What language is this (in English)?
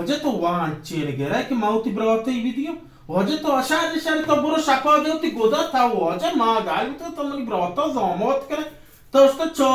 Baluchi